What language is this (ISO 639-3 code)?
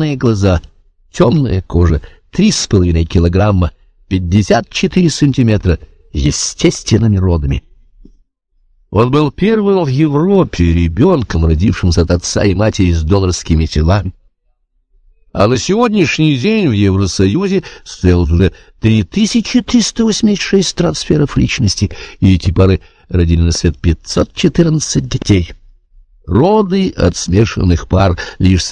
rus